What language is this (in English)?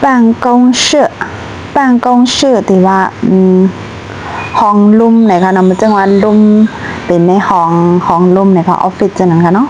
Shan